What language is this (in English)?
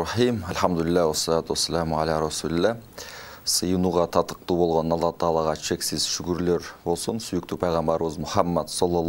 Kyrgyz